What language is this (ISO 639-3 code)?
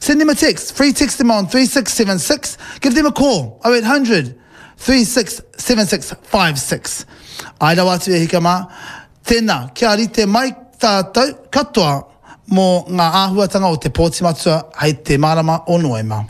mri